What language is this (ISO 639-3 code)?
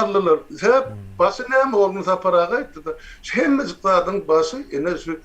tuk